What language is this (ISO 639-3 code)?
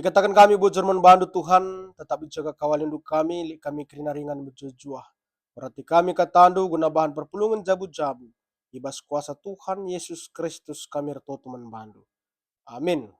btx